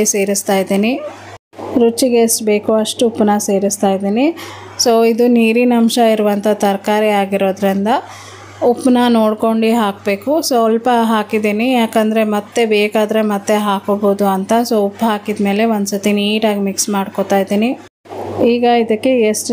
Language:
Kannada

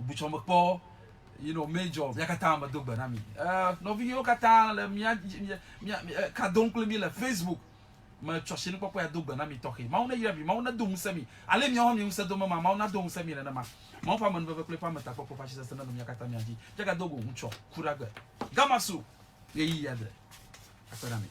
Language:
Ewe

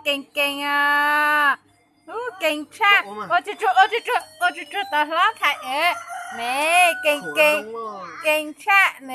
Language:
Hmong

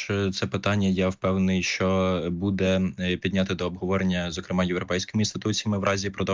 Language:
Ukrainian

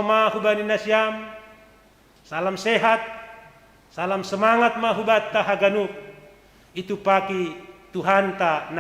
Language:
Batak Simalungun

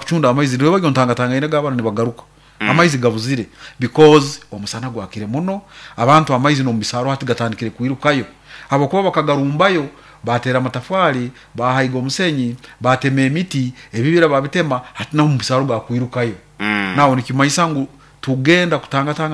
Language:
Nyoro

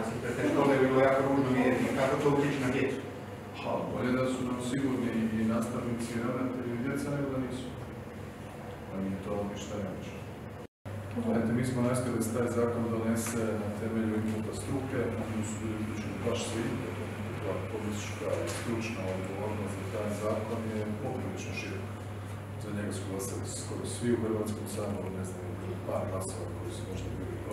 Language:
Croatian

